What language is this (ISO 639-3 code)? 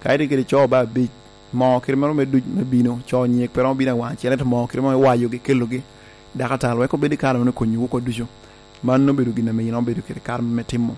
laj